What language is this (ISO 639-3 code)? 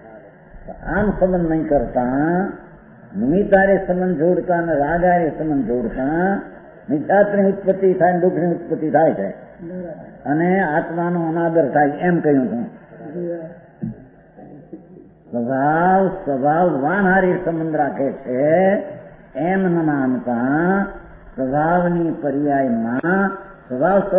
guj